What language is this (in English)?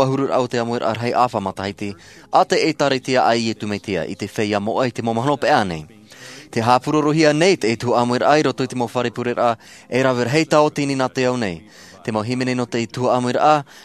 Tahitian